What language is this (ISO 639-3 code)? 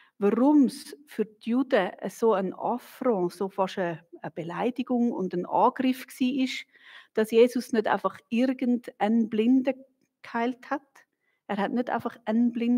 gsw